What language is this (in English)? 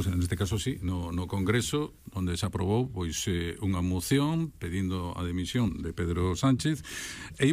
Galician